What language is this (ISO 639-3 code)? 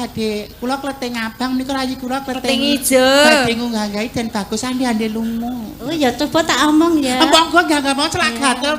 jav